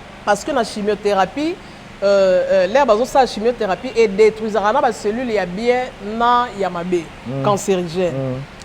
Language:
Lingala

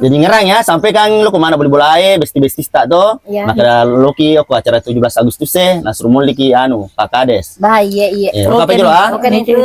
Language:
Buginese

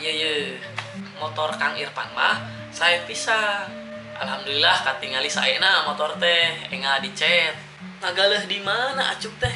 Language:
Sundanese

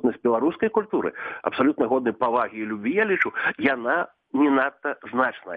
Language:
Belarusian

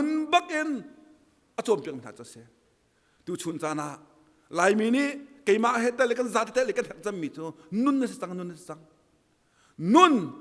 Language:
Hakha Chin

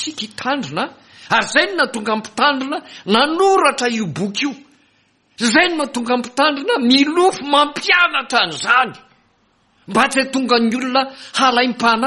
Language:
Malagasy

